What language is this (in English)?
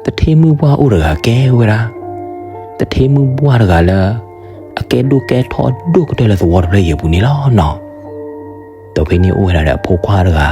S'gaw Karen